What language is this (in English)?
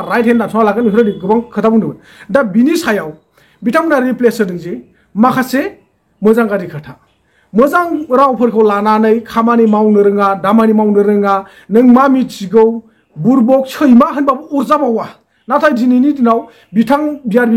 Bodo